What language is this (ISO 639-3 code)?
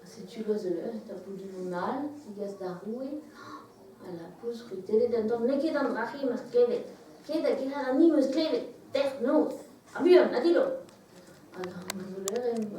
bre